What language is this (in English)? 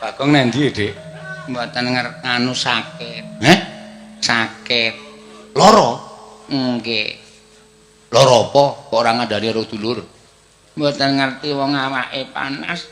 Javanese